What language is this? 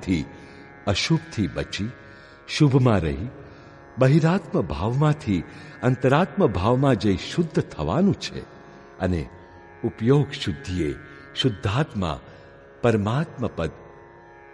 Gujarati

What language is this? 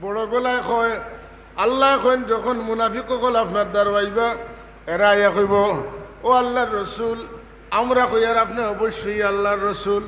Sylheti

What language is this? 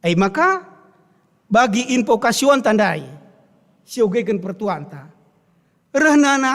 Batak Karo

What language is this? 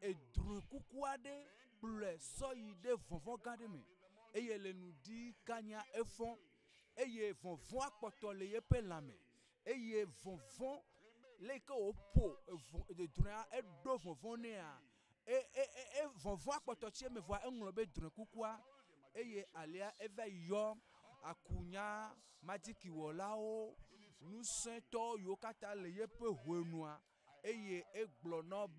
Ewe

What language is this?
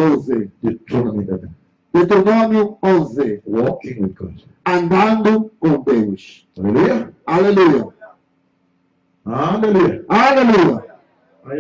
Portuguese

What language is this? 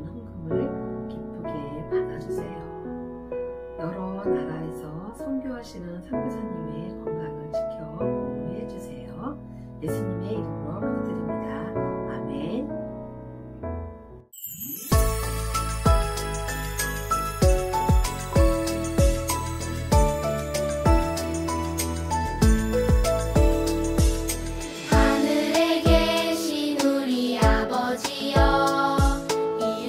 Korean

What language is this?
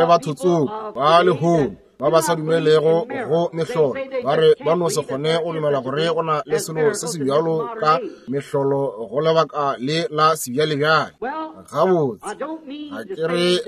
Northern Sotho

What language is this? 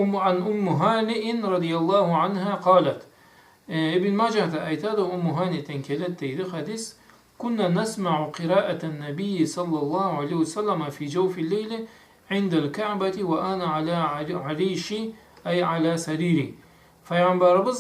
Karachay-Balkar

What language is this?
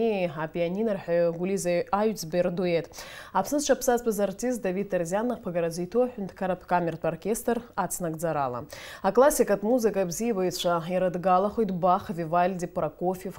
Abkhazian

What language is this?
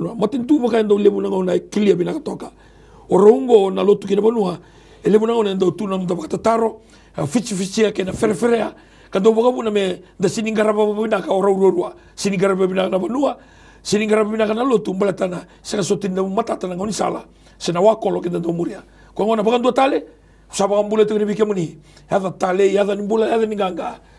Fijian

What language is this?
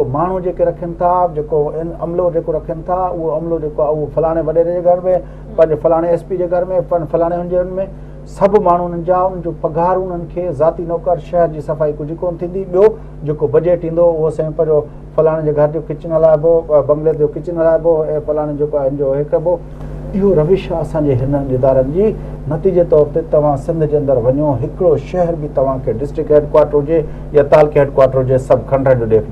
Sindhi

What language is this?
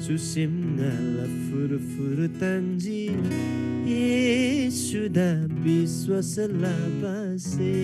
Eastern Tamang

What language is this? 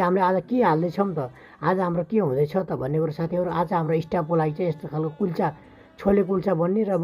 Nepali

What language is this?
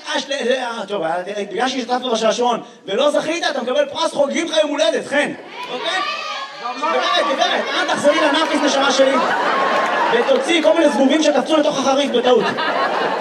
Hebrew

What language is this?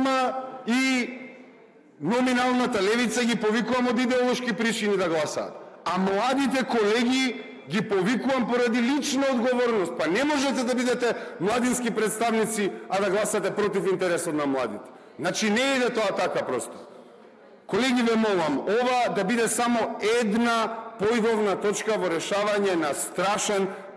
Macedonian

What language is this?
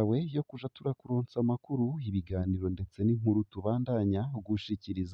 Rundi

